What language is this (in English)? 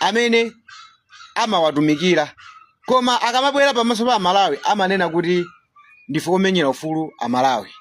Nyanja